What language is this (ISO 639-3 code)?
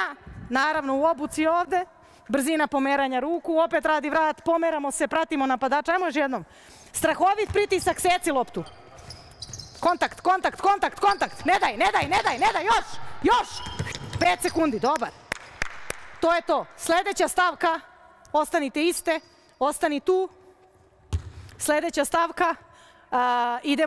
srp